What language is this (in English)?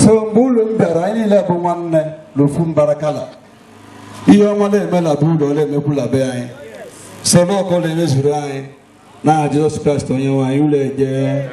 Igbo